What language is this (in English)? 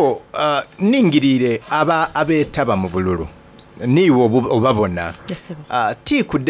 Soga